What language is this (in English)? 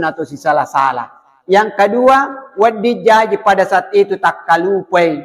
Buginese